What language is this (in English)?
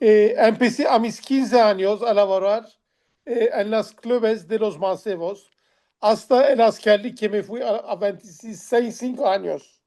Ladino